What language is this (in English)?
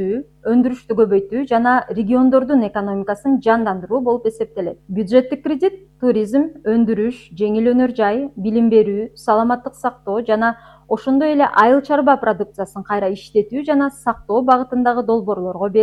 Kyrgyz